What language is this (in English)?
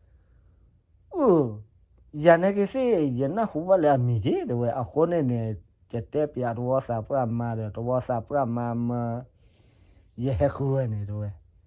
S'gaw Karen